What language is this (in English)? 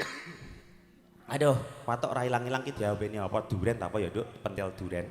Javanese